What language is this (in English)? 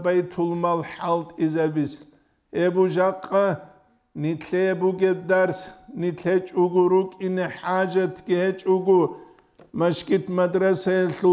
Avaric